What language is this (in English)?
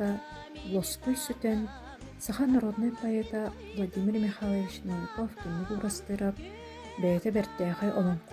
Yakut